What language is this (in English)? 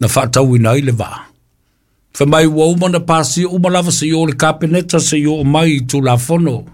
Samoan